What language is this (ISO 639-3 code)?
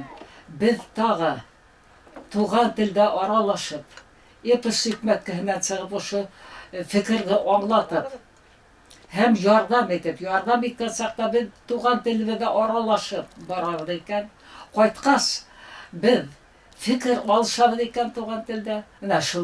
bak